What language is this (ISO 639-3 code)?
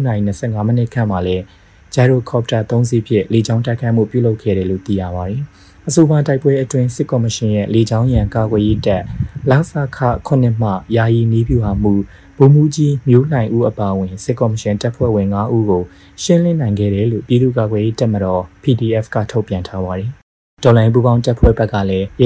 mya